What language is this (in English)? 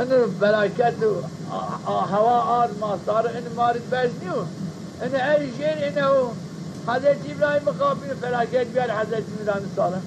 Zaza